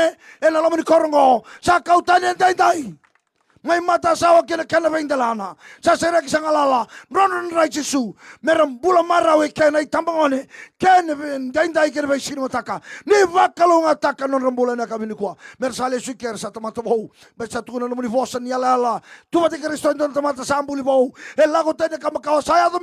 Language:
Fijian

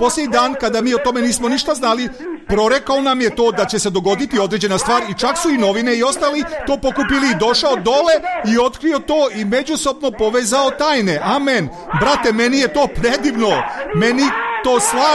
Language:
Serbian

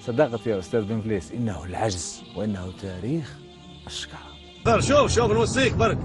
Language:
Algerian Arabic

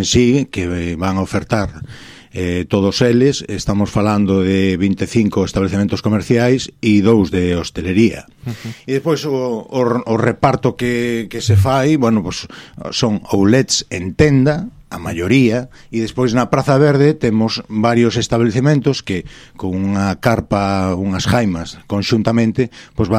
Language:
Galician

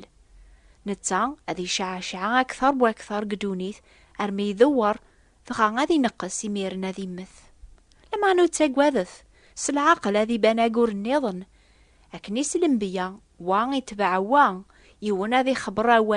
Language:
Kabyle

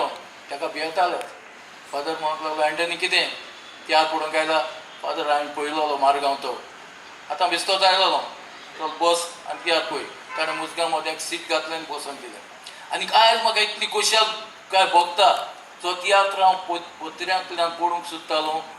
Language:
Konkani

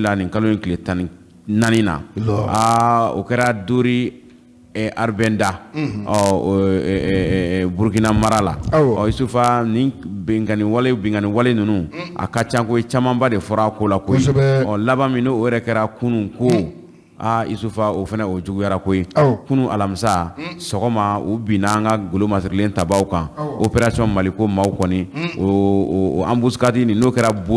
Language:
Bambara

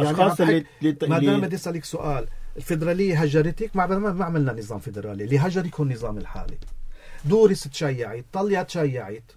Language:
North Levantine Arabic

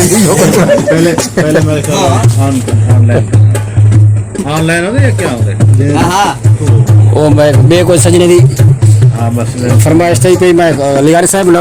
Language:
Saraiki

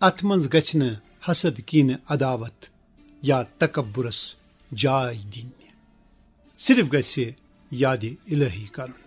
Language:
Kashmiri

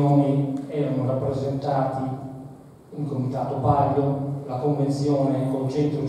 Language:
Italian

